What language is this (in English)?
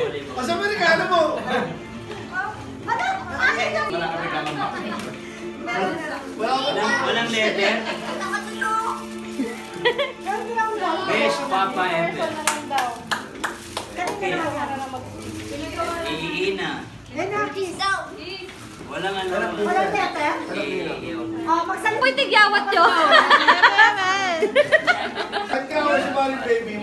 Filipino